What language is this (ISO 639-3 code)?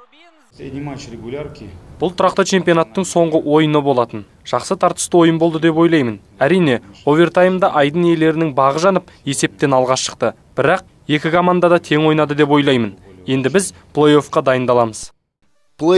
kaz